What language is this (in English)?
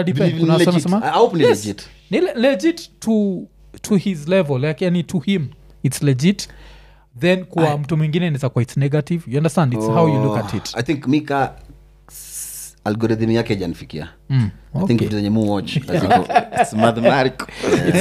Swahili